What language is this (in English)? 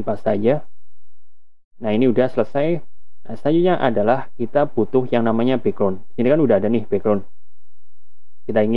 Indonesian